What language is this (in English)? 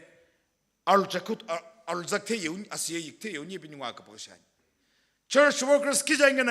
Sumi Naga